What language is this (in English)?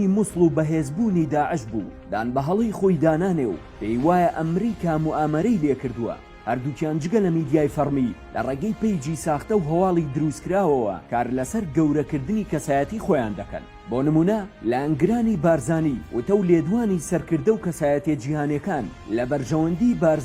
Central Kurdish